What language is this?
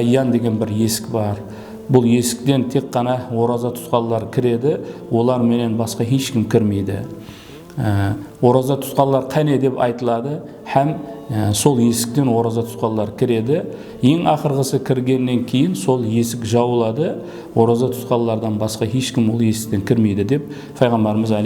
Kara-Kalpak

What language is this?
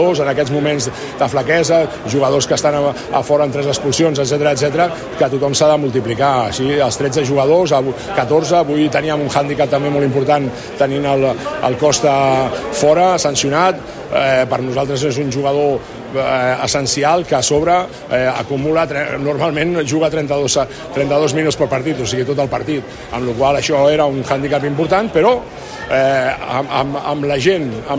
Catalan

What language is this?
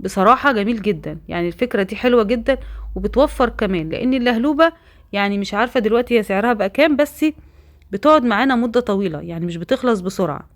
Egyptian Arabic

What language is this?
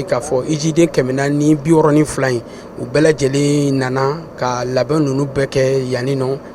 Bambara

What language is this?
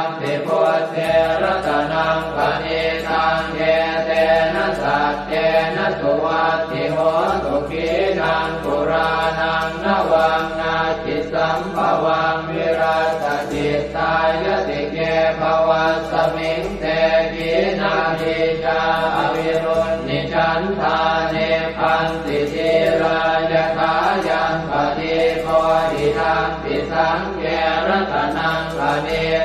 Pali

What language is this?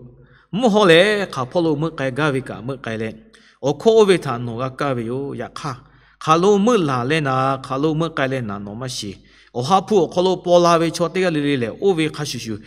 Lahu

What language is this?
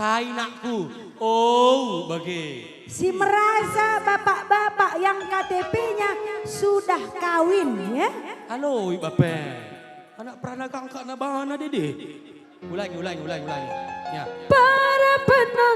Batak Karo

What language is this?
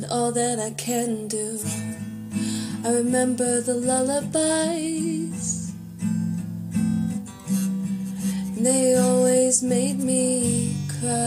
English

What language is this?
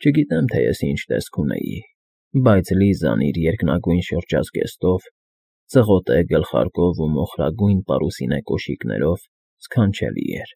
Armenian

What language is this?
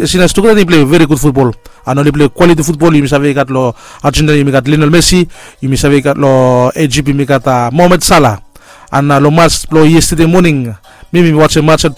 Bislama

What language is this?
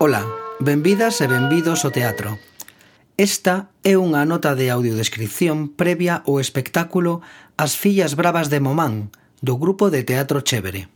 Galician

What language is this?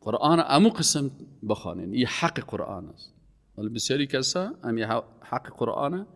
Persian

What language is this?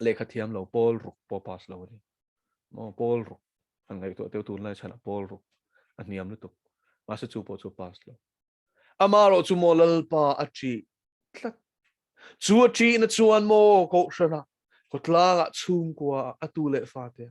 Mizo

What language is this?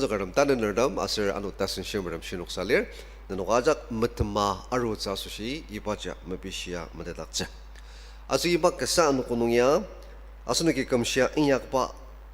Ao Naga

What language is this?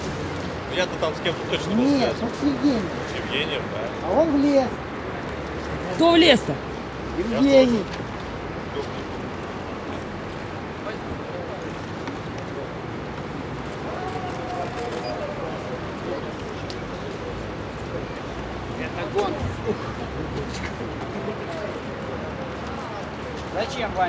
Russian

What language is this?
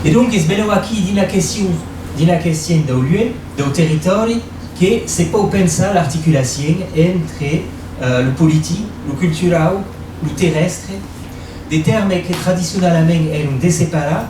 Occitan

